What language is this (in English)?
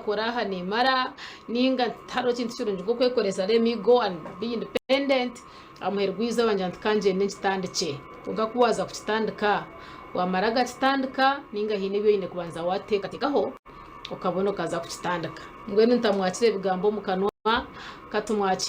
Nyankole